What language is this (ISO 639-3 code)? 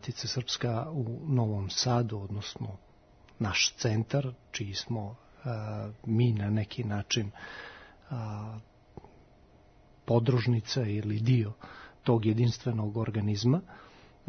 srp